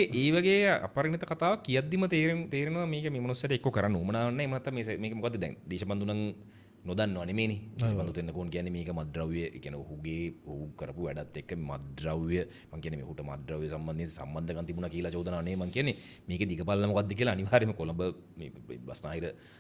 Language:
Sinhala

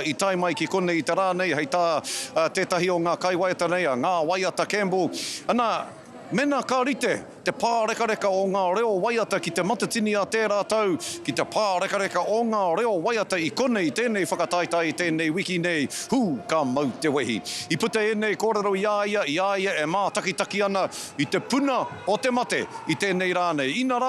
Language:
Māori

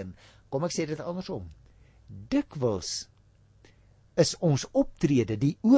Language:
Afrikaans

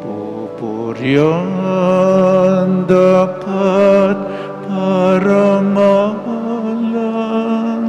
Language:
Pampanga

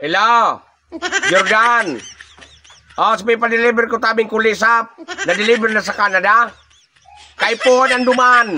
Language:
Bikol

